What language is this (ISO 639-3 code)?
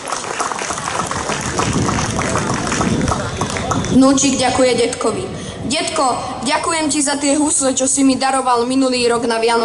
slk